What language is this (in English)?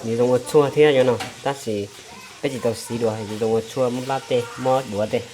Hmong